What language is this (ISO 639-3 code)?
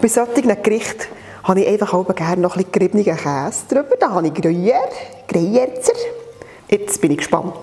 gsw